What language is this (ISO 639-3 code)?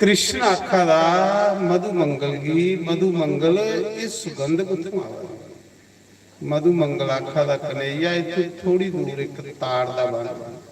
doi